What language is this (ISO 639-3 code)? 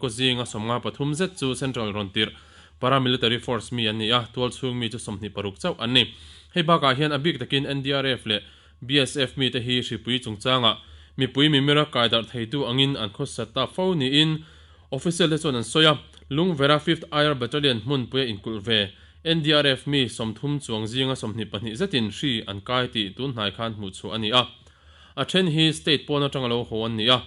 lus